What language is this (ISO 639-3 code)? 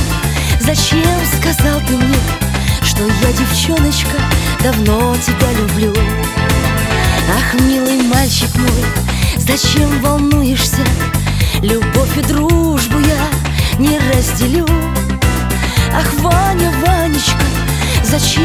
rus